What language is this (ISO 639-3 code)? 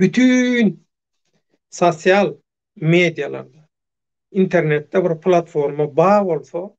tuk